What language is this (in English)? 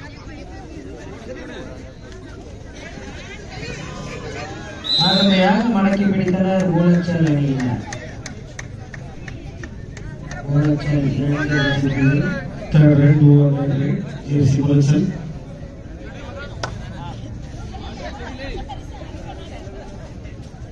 Tamil